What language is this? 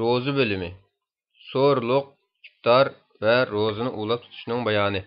Uyghur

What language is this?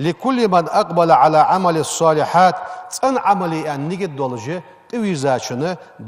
Ingush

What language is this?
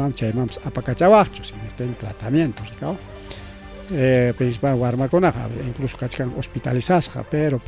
Ayacucho Quechua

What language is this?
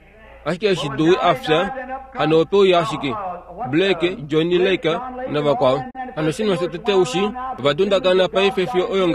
Kuanyama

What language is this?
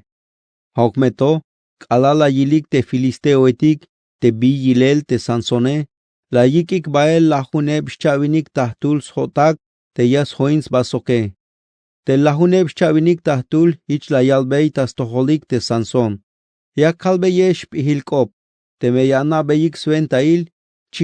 Tzeltal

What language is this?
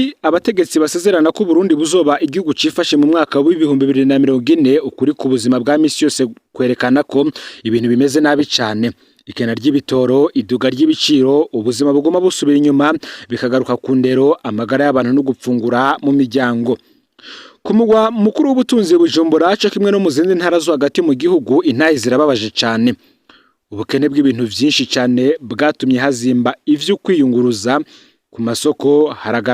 Rundi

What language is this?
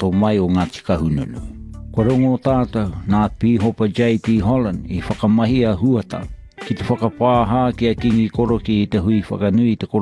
Māori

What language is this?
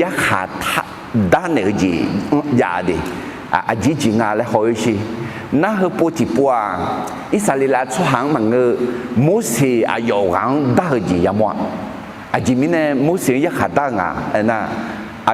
Akha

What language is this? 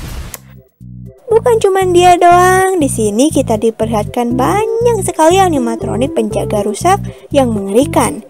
Indonesian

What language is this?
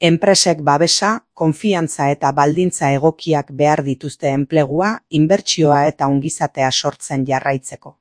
Basque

